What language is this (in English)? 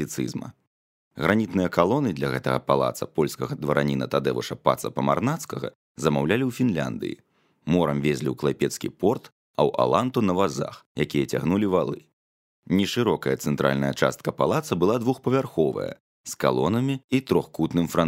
Belarusian